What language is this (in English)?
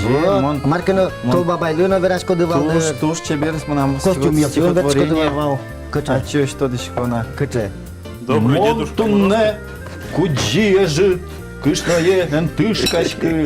Udmurt